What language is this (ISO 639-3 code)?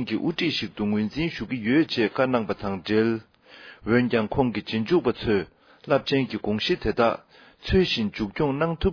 bod